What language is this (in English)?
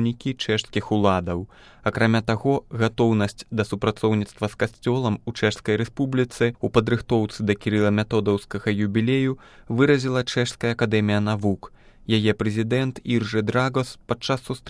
Belarusian